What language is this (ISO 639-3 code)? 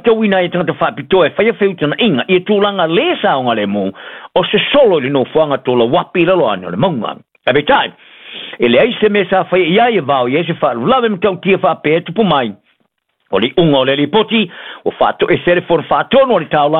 smo